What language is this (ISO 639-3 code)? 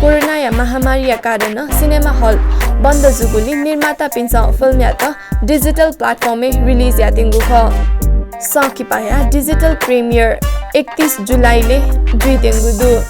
new